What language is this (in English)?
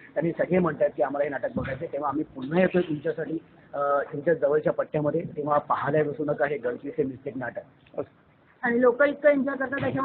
Marathi